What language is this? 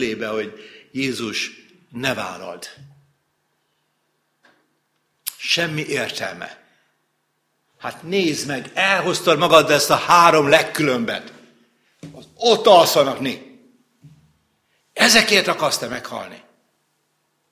Hungarian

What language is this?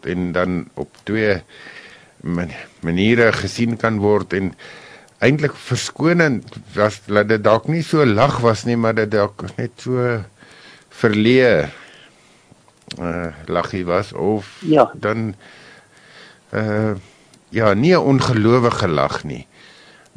Afrikaans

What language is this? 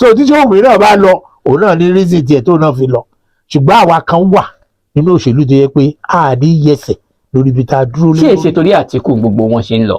Yoruba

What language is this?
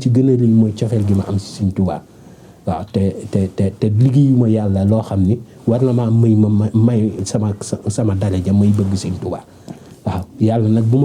Wolof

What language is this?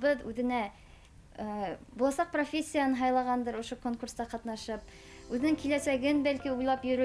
Bashkir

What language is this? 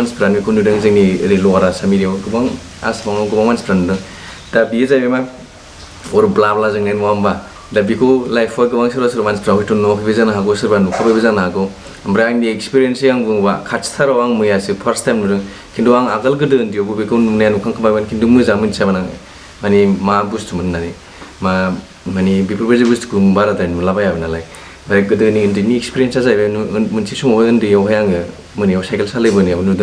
Bodo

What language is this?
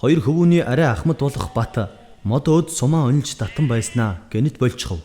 Mongolian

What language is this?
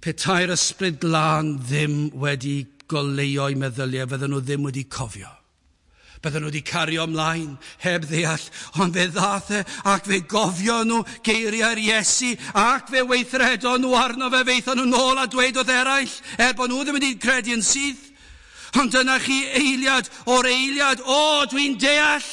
Welsh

